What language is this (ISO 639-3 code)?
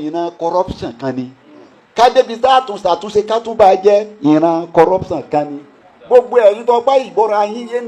yor